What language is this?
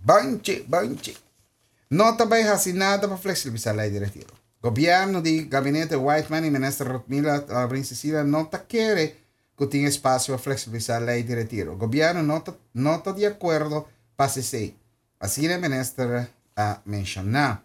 Papiamento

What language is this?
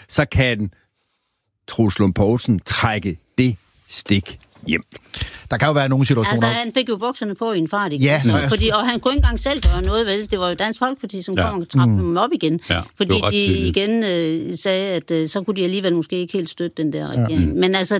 Danish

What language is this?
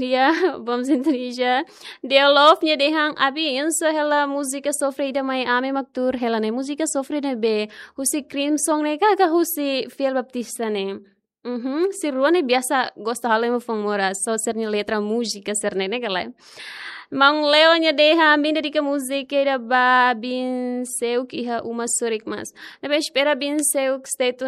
Tetum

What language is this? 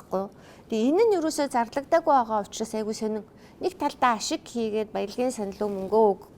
Mongolian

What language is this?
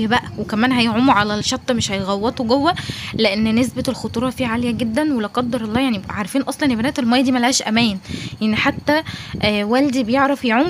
Egyptian Arabic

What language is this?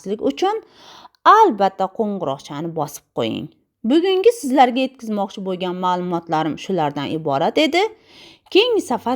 Uzbek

